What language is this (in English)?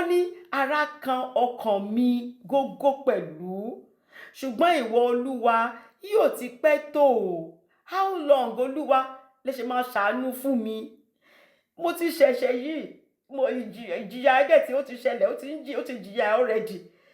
Yoruba